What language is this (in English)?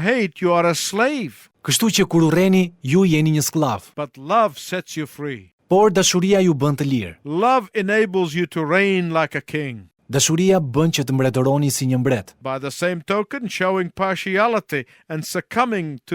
Albanian